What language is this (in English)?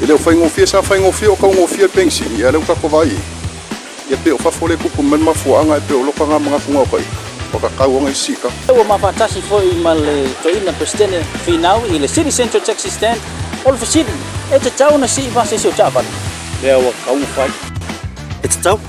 Samoan